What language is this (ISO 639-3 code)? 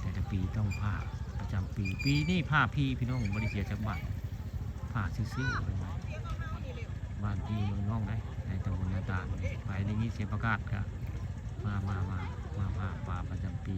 tts